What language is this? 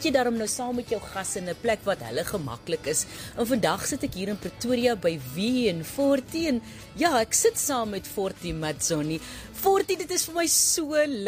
Afrikaans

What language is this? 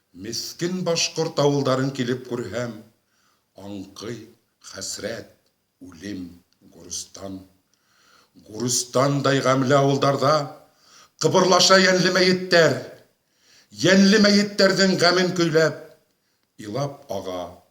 Bashkir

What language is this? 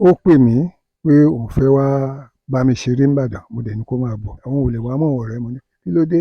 Yoruba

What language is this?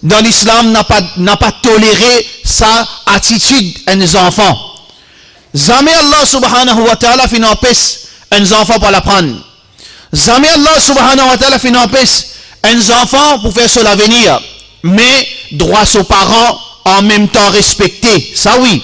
Morisyen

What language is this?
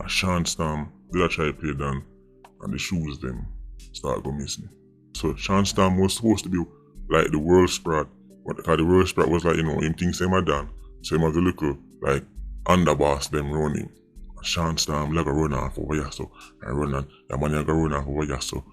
Jamaican Creole English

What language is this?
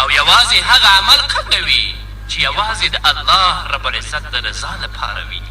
Pashto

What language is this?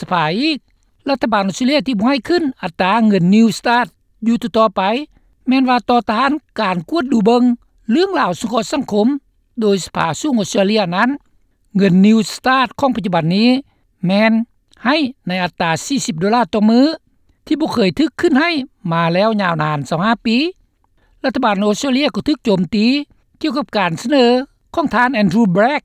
Lao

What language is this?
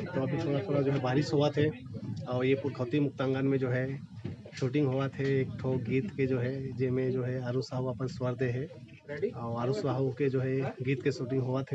Chhattisgarhi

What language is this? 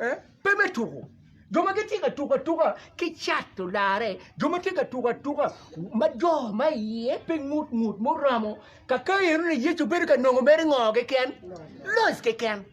Acoli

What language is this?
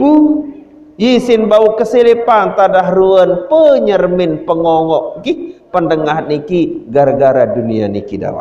Sasak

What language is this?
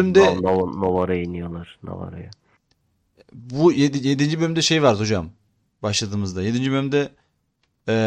Turkish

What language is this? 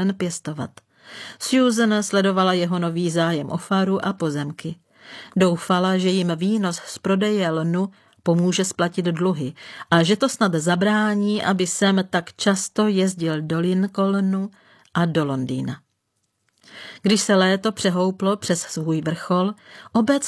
Czech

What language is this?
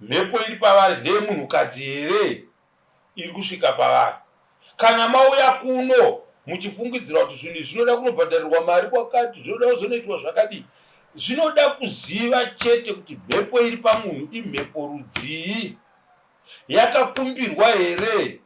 Shona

